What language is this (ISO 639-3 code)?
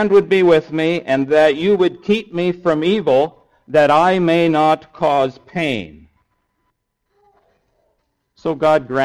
eng